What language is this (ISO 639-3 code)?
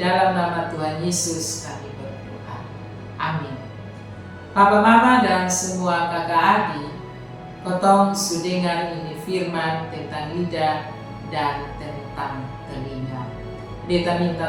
mkn